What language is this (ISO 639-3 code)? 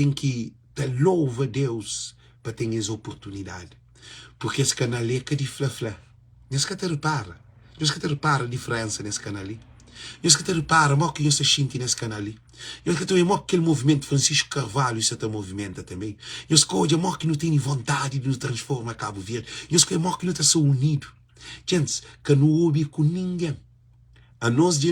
kea